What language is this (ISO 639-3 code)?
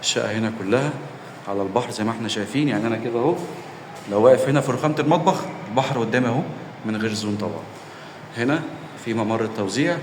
arz